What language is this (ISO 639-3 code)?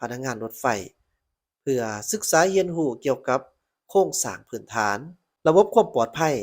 lao